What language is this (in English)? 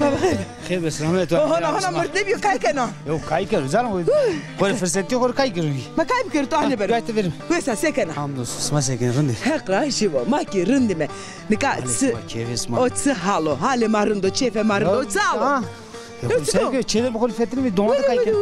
Zaza